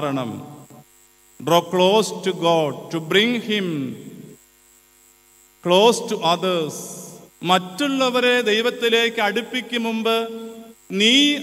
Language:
Malayalam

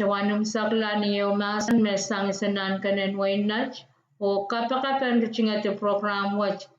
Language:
Pohnpeian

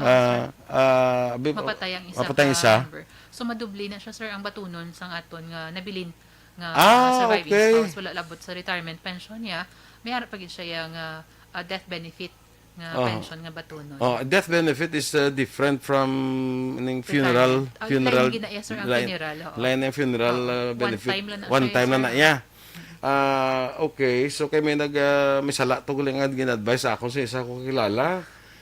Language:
Hiligaynon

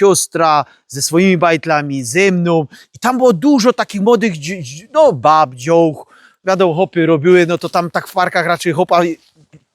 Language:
Silesian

